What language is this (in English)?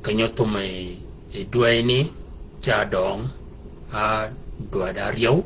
Shilluk